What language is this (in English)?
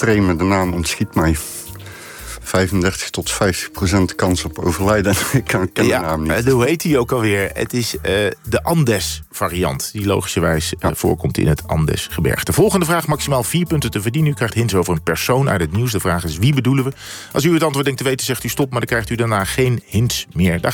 Dutch